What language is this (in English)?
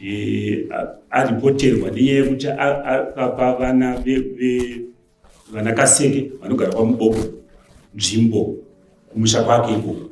Shona